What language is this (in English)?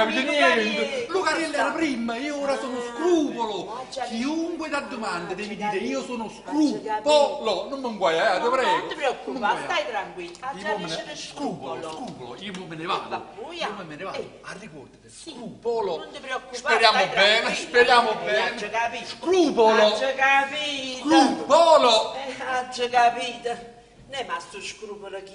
Neapolitan